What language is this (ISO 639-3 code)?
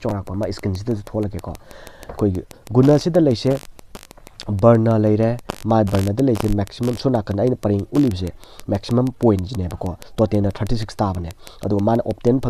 mni